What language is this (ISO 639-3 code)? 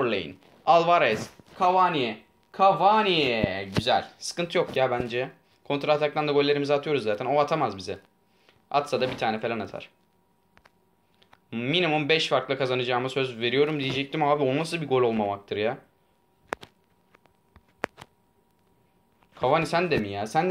tur